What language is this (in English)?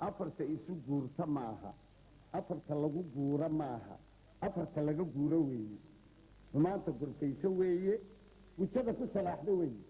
Somali